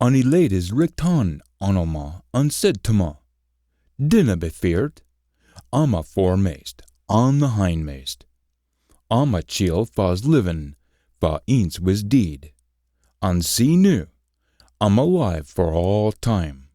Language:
Scots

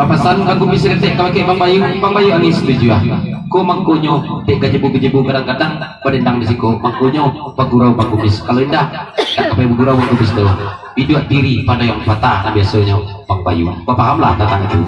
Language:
Minangkabau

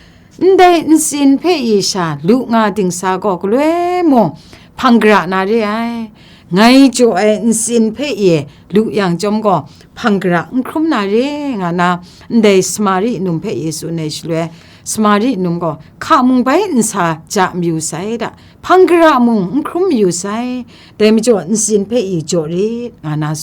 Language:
Kachin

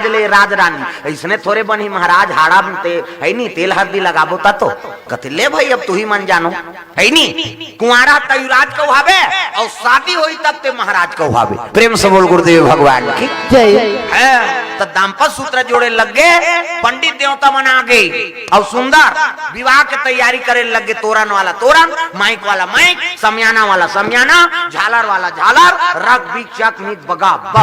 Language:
Chhattisgarhi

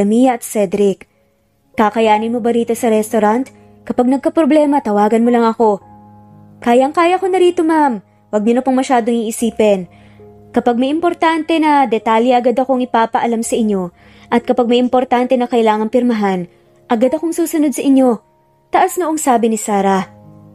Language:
Filipino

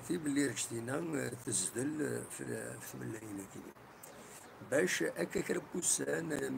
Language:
Kabyle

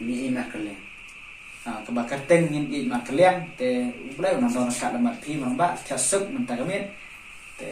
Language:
Khasi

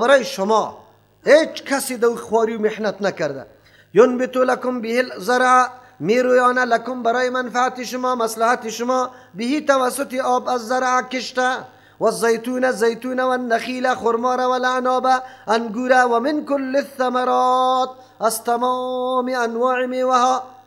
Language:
Persian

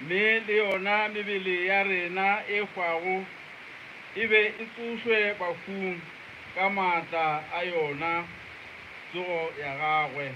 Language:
Northern Sotho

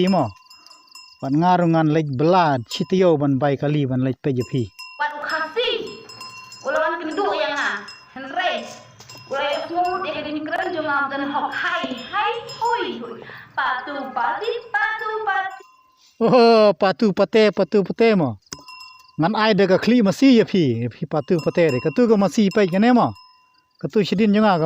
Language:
Khasi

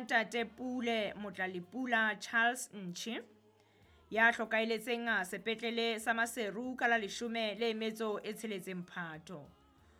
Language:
Southern Sotho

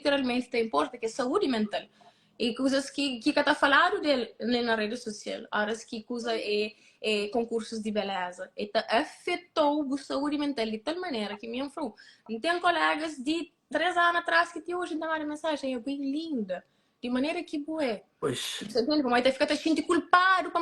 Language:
Kabuverdianu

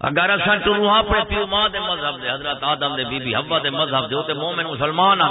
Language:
Saraiki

